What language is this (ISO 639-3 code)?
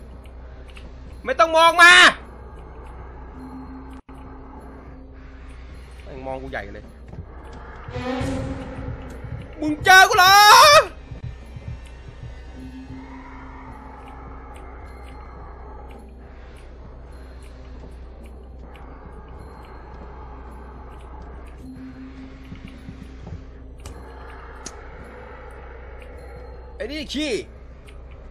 tha